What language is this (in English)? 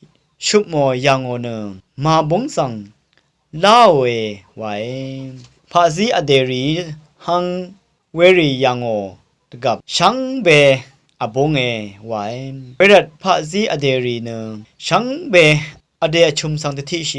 Rawang